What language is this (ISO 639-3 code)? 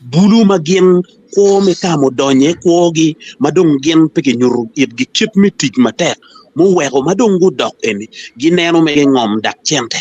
ach